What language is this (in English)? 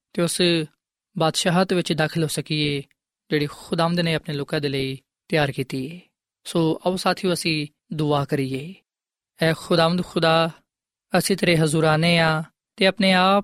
Punjabi